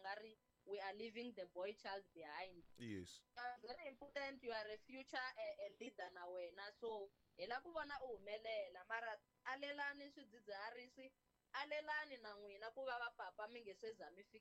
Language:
Tsonga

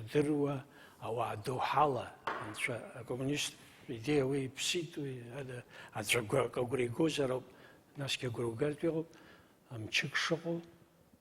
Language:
Abkhazian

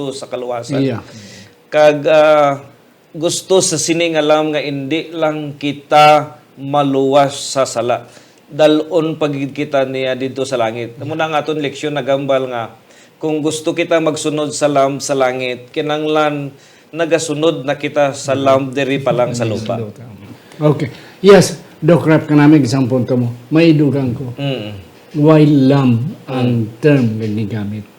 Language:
Hiligaynon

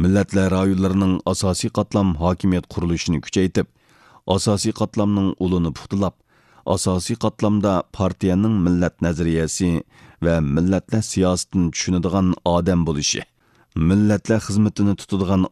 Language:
Uyghur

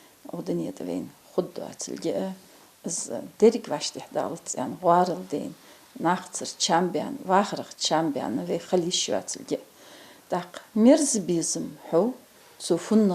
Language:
Ingush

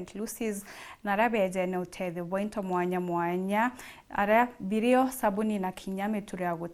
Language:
Meru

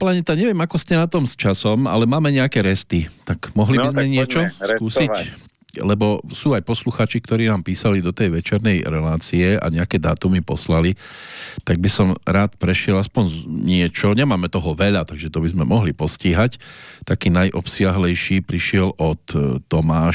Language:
Slovak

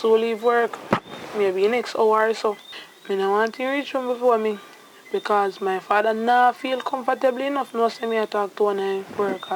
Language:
Jamaican Creole English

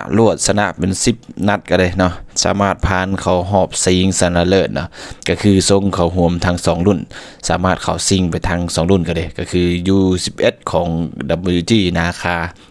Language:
Lao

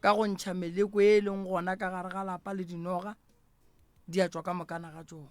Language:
Northern Sotho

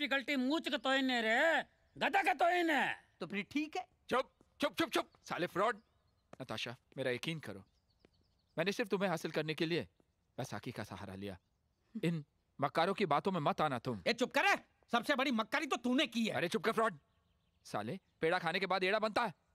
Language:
Hindi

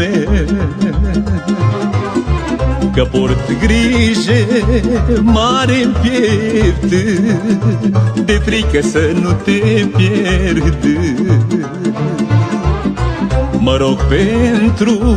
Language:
Romanian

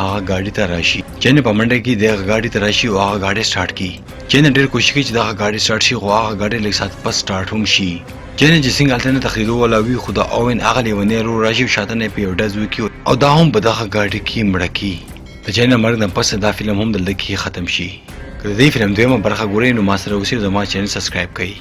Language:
Pashto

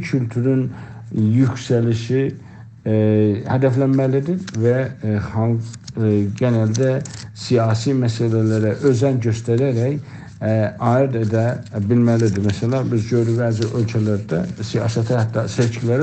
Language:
South Azerbaijani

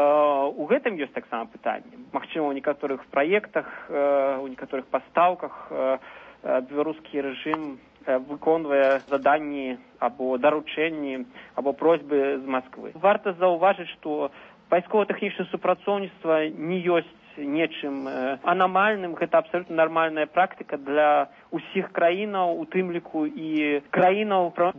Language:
Belarusian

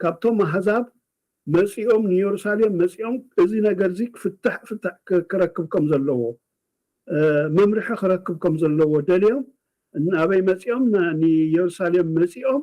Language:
Tigrinya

